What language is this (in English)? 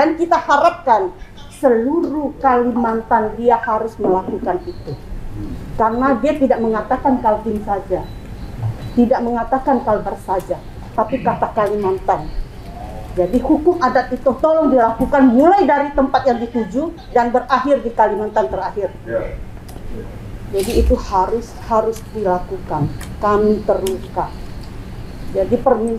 Indonesian